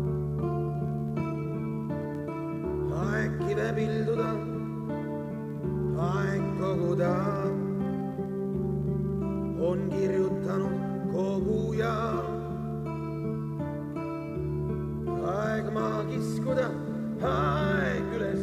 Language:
Estonian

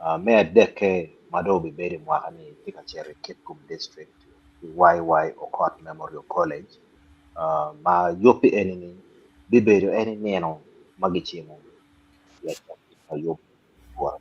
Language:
Acoli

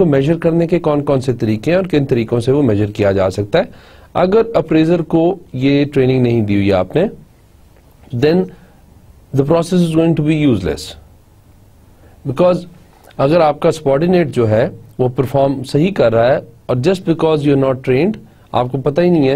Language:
Hindi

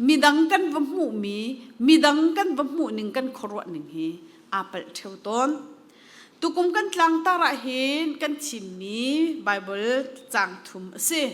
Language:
Hakha Chin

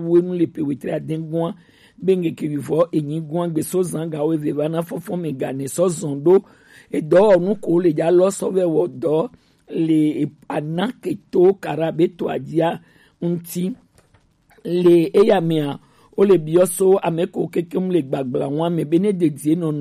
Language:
Gen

